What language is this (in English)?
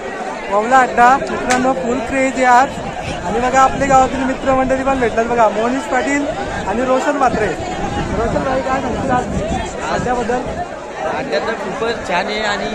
Marathi